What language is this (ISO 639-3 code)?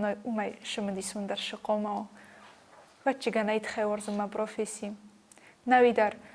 oss